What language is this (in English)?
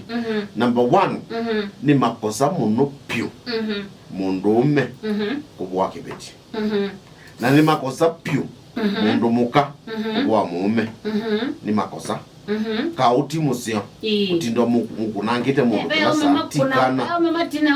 Kamba